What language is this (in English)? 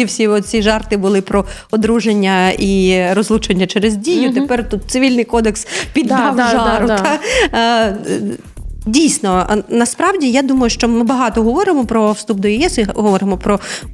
Ukrainian